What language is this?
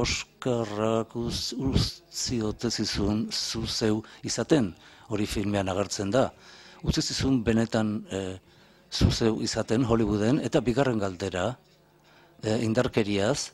Basque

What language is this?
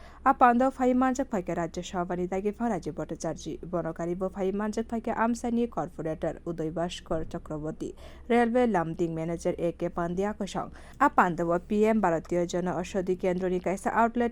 Kok Borok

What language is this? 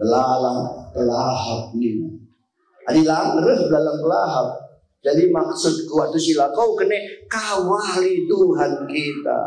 Batak Karo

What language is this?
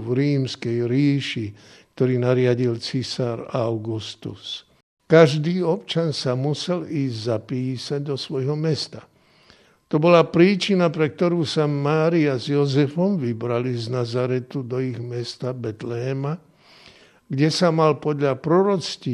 Slovak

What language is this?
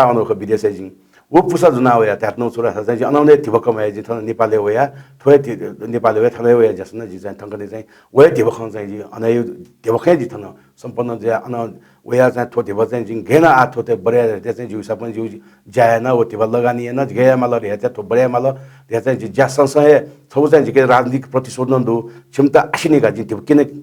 Newari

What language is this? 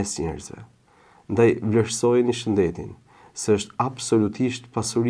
Albanian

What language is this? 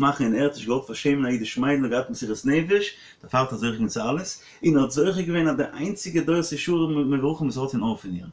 Yiddish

